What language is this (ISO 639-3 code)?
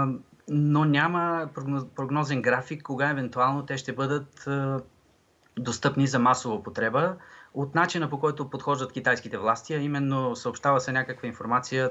bul